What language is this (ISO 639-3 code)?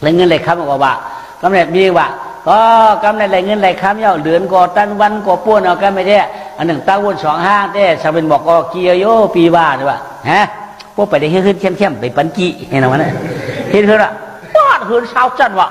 shn